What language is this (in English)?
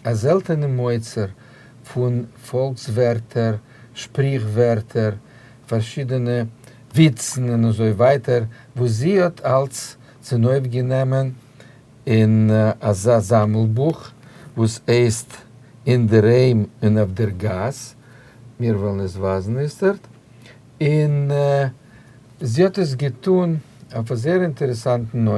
Yiddish